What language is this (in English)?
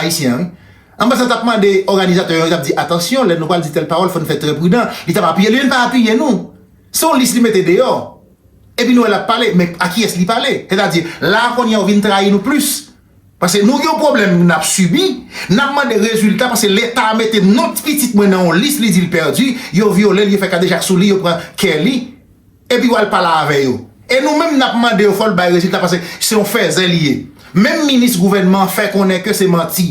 Haitian Creole